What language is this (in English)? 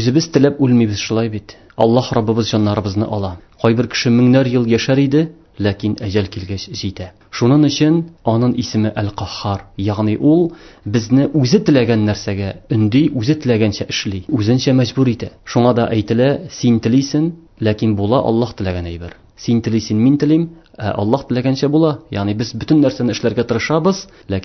Tatar